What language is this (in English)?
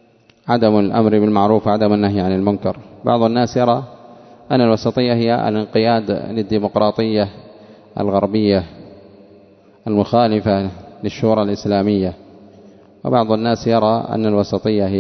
Arabic